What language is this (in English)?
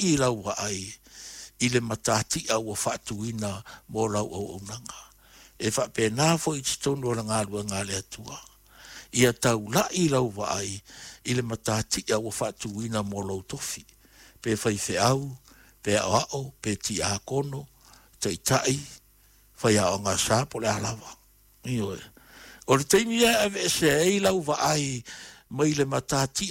Samoan